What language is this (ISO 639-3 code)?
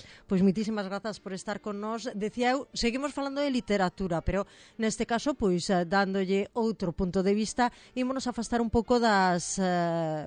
glg